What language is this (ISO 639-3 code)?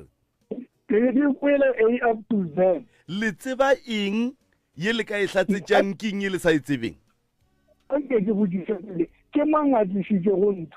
nso